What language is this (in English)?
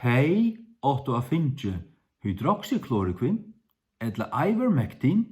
Faroese